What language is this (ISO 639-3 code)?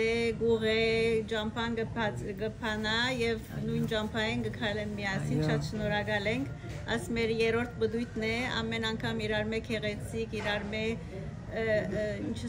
hyw